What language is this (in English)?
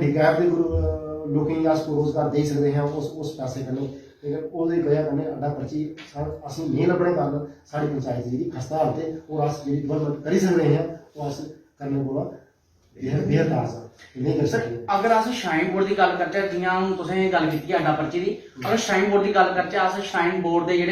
Dogri